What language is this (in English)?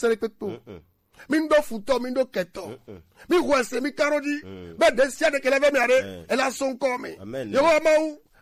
Gen